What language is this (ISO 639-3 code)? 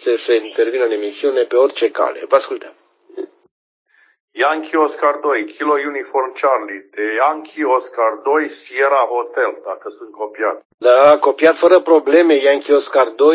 ron